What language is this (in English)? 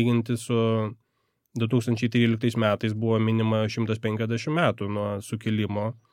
Lithuanian